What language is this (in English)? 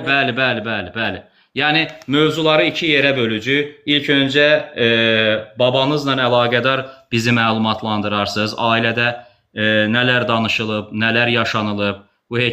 Azerbaijani